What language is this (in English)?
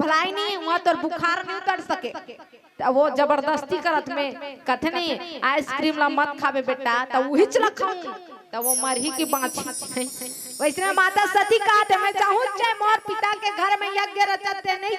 Chhattisgarhi